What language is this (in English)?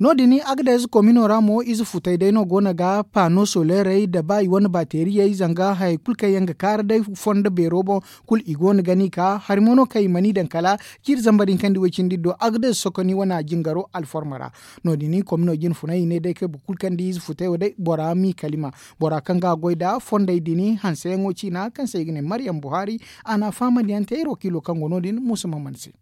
Zarma